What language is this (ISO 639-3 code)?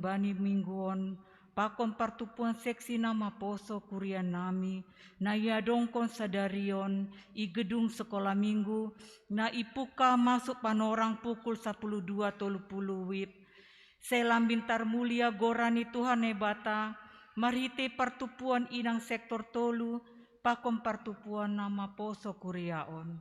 bts